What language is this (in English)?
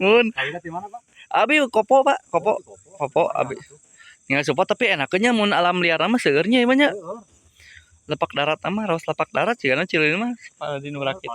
Sundanese